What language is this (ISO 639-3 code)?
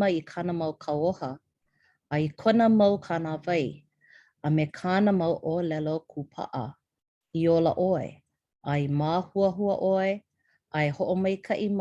haw